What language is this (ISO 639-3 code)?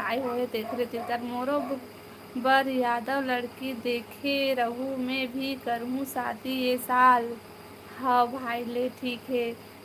hne